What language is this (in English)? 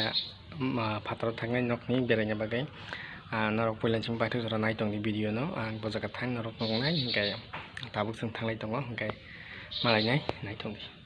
Kok Borok